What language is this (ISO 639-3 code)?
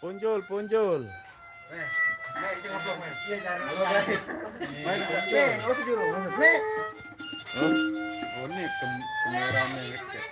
sas